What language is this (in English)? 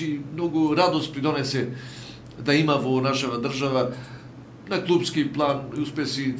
Macedonian